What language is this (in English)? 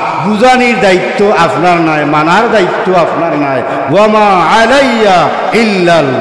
Sylheti